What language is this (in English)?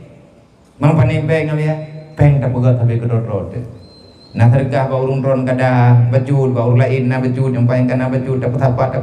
Achinese